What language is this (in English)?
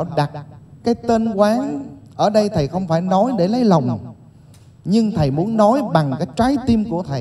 Vietnamese